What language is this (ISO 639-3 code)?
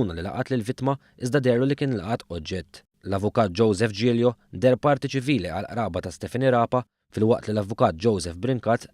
mlt